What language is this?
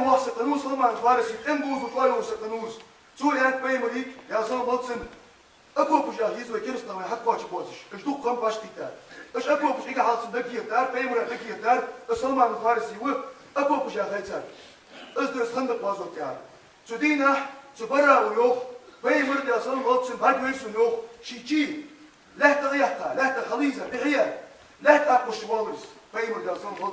Ingush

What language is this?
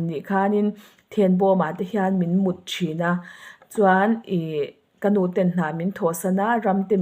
Mizo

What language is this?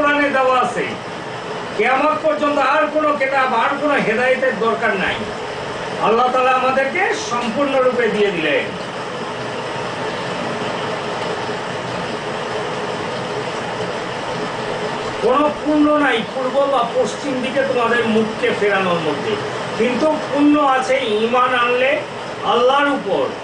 Bangla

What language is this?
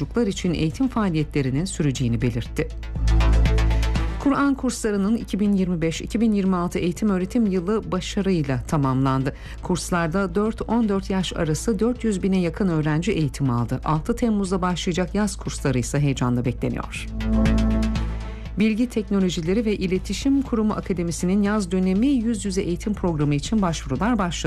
Turkish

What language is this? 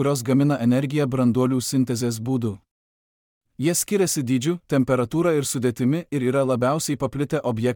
Lithuanian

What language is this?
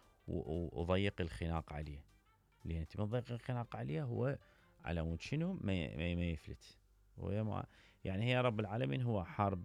Mesopotamian Arabic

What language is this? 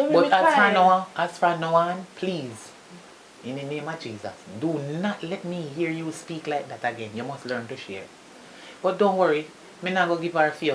Jamaican Creole English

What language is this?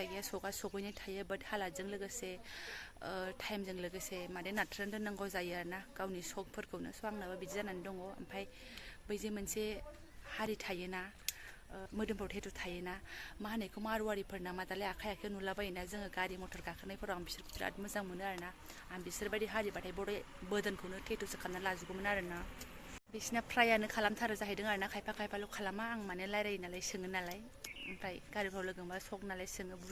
Bodo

